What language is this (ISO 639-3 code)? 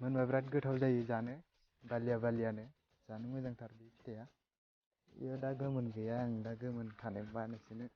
brx